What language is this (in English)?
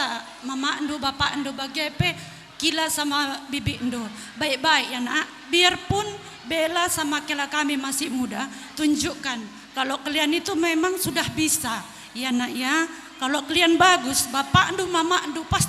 Batak Karo